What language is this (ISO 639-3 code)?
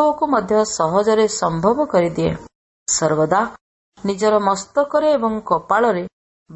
ori